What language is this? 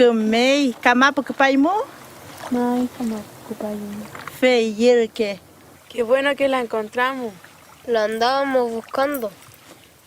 Mapuche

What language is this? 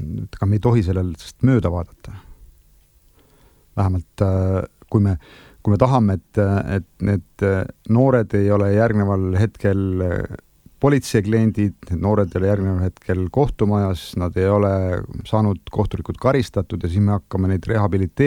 Estonian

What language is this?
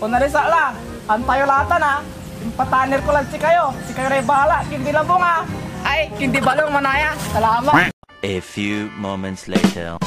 Pangasinan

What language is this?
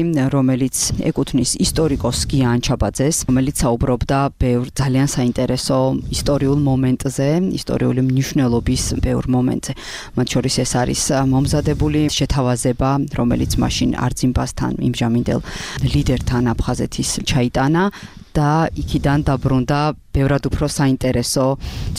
Georgian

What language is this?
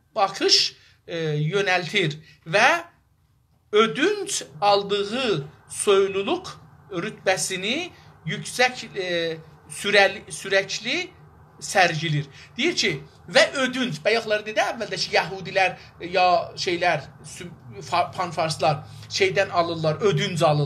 South Azerbaijani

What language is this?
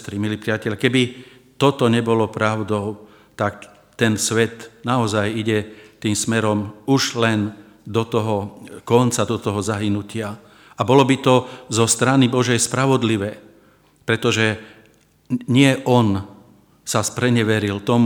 Slovak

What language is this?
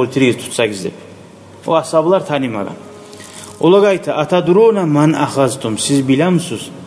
Kumyk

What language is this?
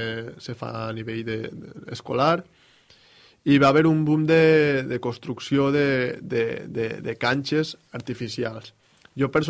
Catalan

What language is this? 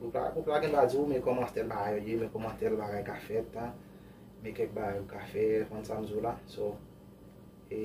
Haitian Creole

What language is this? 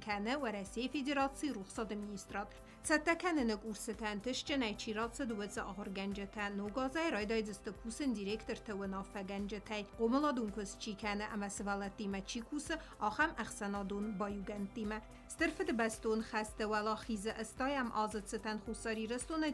Ossetic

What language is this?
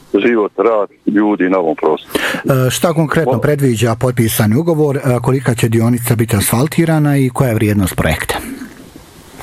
Bosnian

